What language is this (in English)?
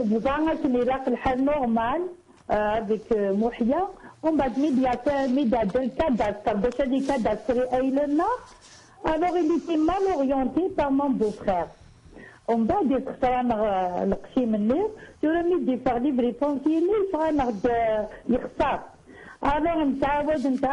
Kabyle